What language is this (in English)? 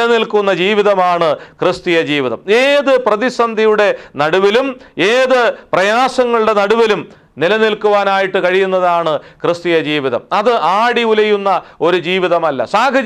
Malayalam